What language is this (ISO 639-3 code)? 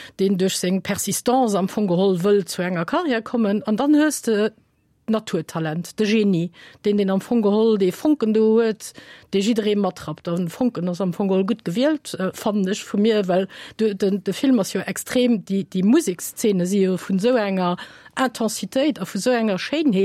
ltz